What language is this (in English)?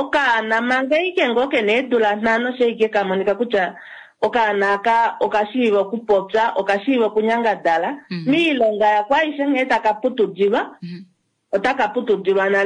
Kuanyama